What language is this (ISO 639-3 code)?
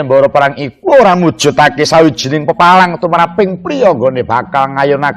jav